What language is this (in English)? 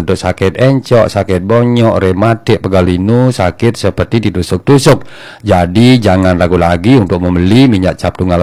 Balinese